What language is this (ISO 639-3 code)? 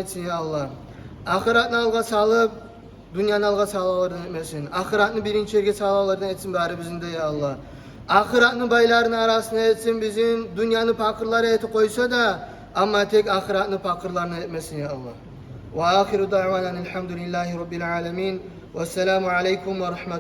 kum